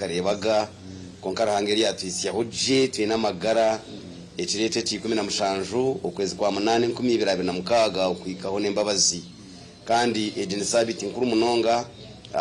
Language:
Nyankole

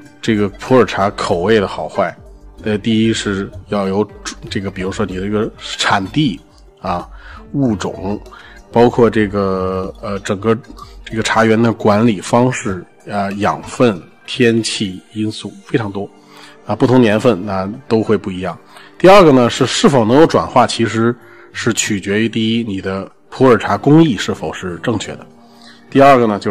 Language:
Chinese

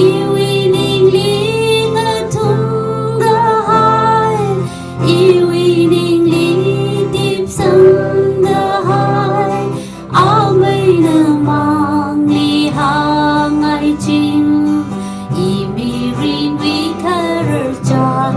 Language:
Tangkhul Naga (India)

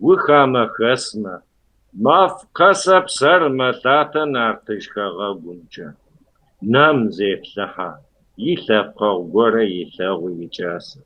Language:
Kabardian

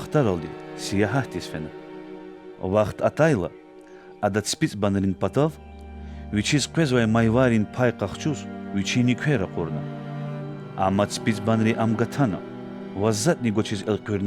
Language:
Lezghian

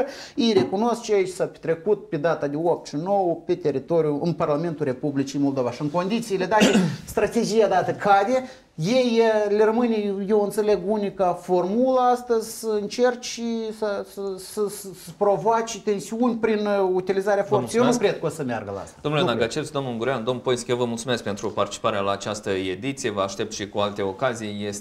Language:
Romanian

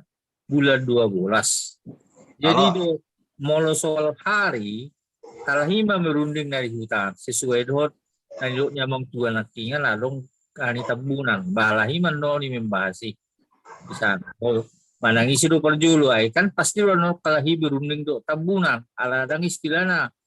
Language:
Batak Toba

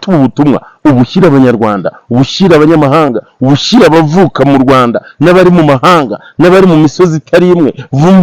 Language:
Kinyarwanda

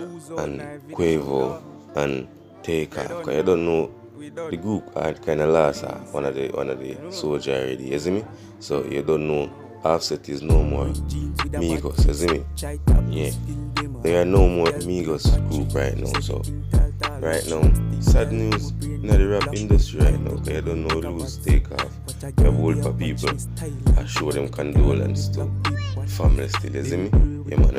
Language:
Jamaican Creole English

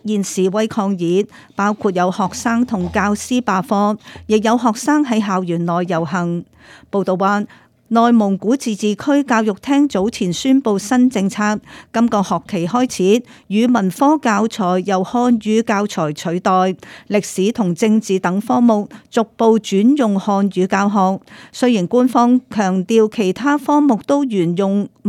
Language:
Cantonese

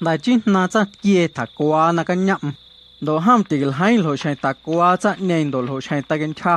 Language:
Guerrero Amuzgo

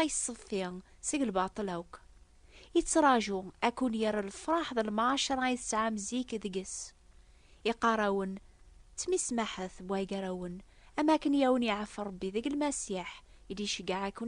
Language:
Kabyle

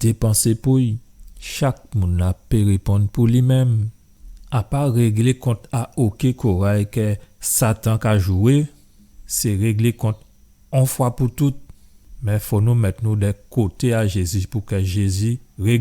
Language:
Guadeloupean Creole French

